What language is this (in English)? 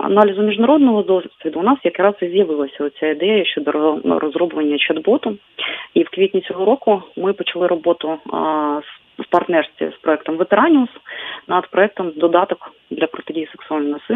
Ukrainian